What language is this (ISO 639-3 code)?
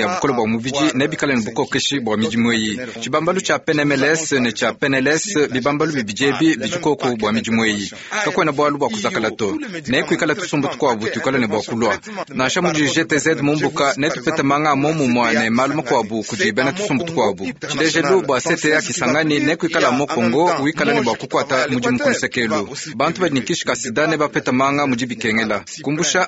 lua